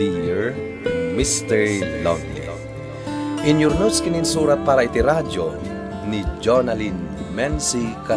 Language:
Iloko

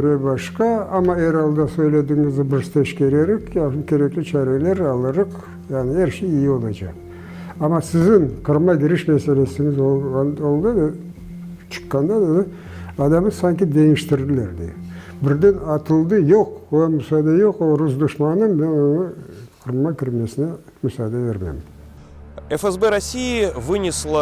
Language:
Crimean Tatar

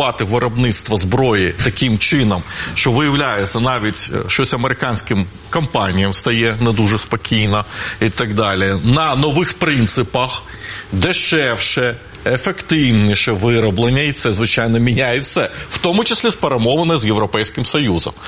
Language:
Ukrainian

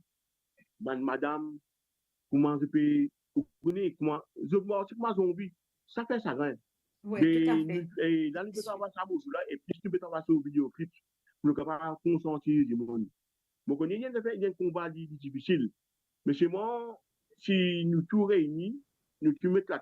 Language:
Morisyen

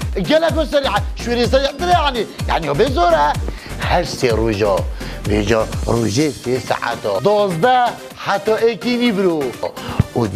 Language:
Kurdish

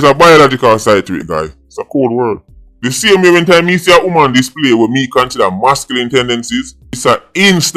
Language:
Jamaican Creole English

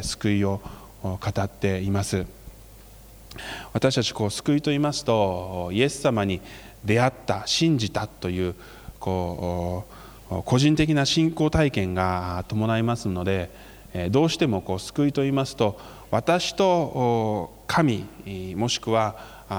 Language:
Japanese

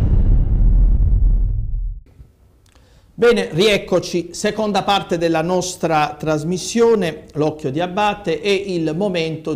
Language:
Italian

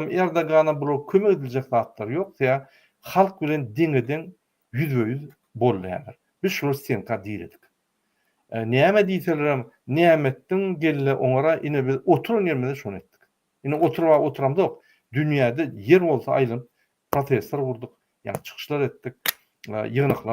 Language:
Turkmen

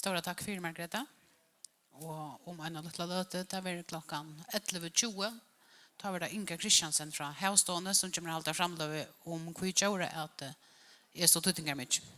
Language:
Faroese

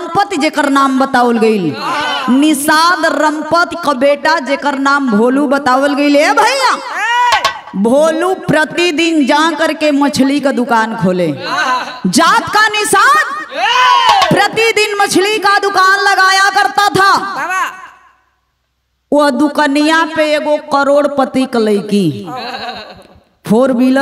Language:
Bhojpuri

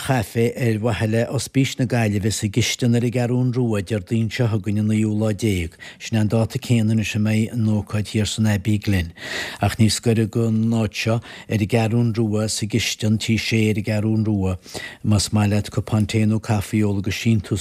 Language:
Irish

